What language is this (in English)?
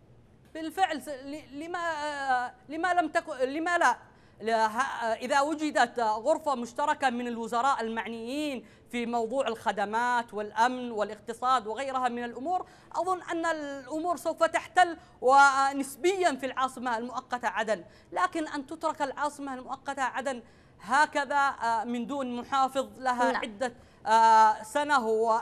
Arabic